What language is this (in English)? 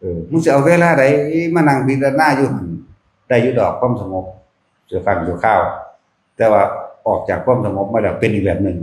Northeastern Thai